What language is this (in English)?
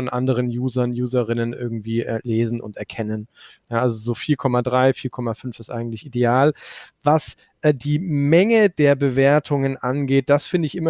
German